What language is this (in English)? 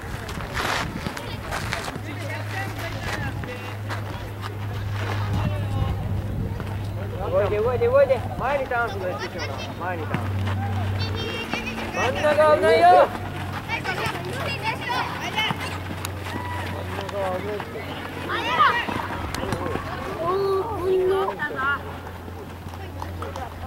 Japanese